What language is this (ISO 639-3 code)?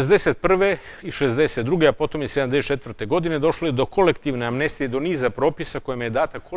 srp